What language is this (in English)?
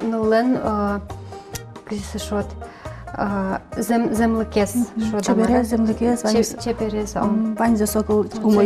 Udmurt